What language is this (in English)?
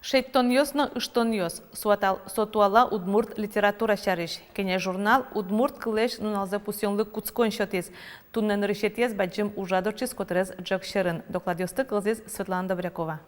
Udmurt